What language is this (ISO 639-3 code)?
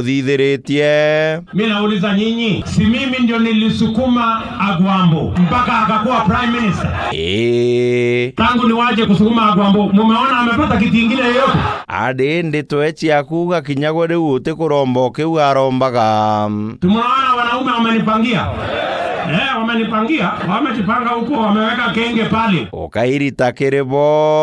mer